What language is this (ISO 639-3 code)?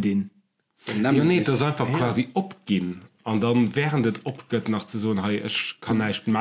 ltz